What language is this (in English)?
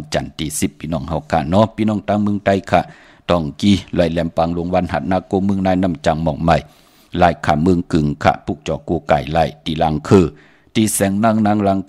Shan